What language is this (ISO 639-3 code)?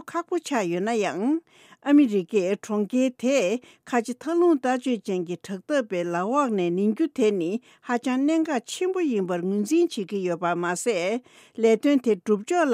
bod